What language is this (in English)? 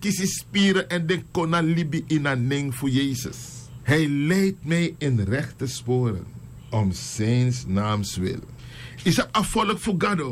Sranan Tongo